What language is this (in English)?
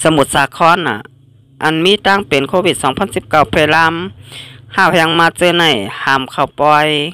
Shan